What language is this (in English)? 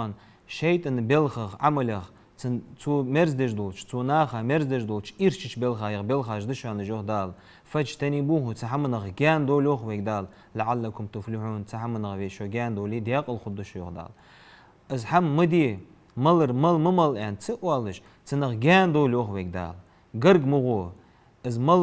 Ingush